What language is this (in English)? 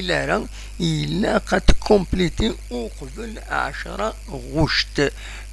Kabyle